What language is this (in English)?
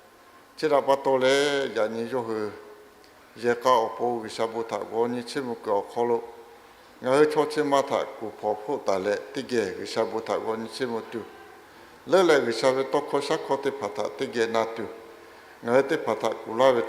Lahu